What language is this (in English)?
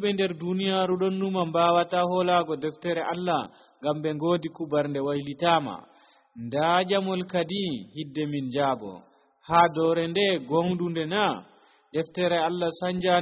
Nigerian Fulfulde